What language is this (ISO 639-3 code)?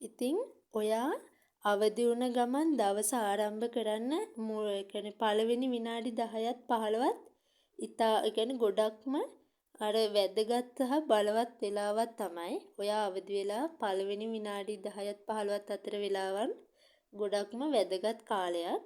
sin